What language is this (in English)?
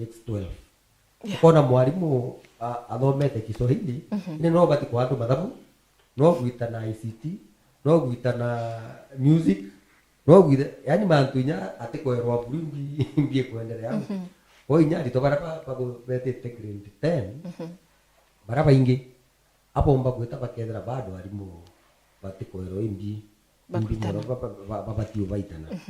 Meru